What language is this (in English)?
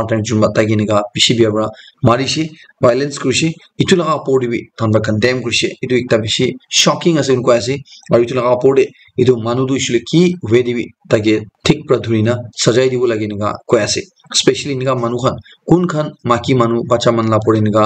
Naga Pidgin